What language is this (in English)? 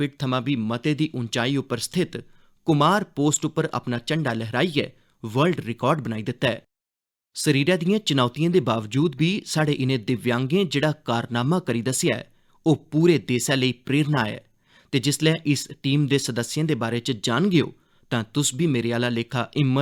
Dogri